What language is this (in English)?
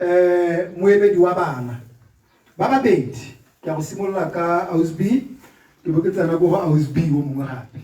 Tswana